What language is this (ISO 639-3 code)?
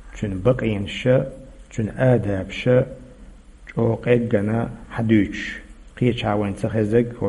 che